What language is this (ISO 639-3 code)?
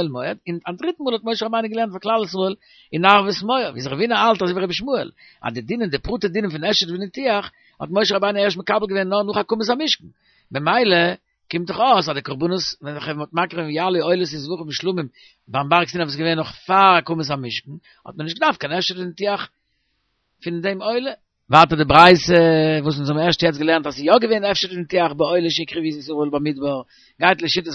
yid